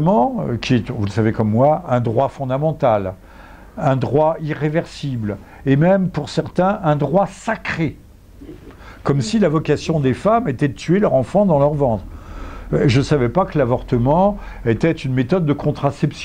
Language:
French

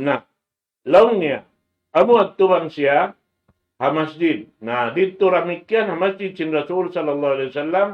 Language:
Tausug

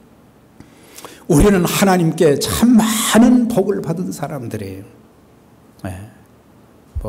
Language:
Korean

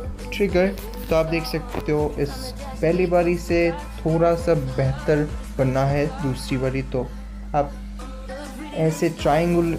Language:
Hindi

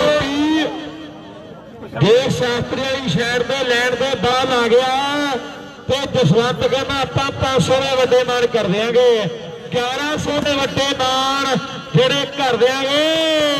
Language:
Punjabi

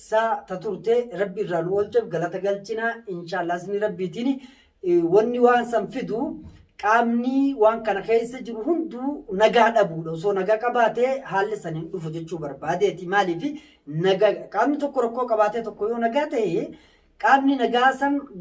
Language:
Oromo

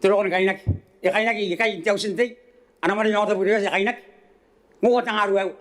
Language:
Gilbertese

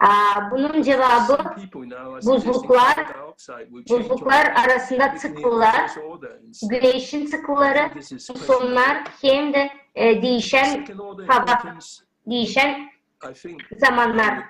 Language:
Gagauz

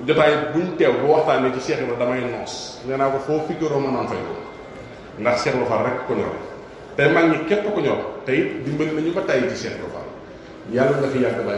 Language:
Wolof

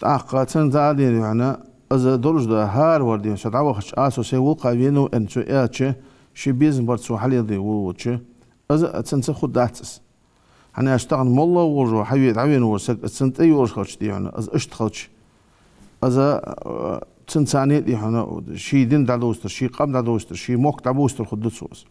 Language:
Ingush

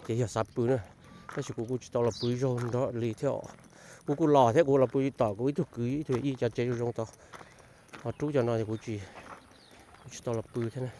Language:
Hmong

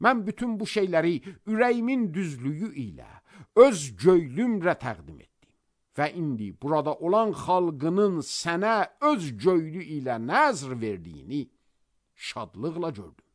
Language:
Azerbaijani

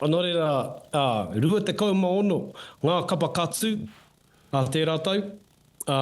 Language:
Māori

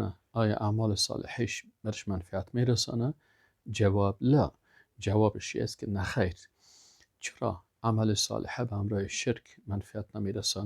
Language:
Persian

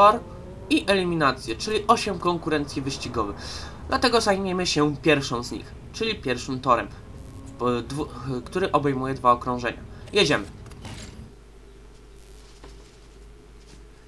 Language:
Polish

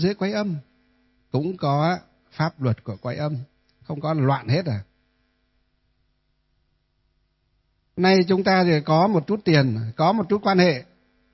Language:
Vietnamese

